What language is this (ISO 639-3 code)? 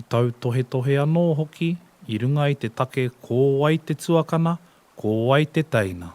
mri